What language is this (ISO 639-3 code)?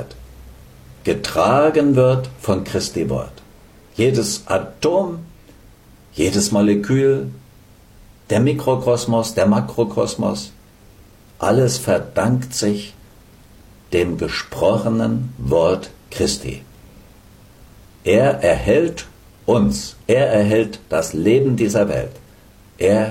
deu